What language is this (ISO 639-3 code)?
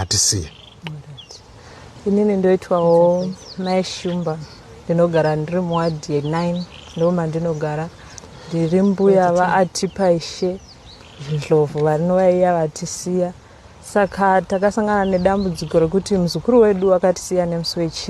sna